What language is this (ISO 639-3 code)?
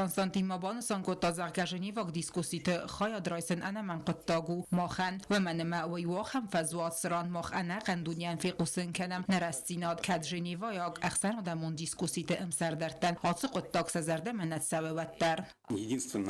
oss